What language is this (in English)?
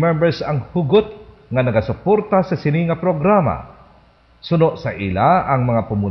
Hiligaynon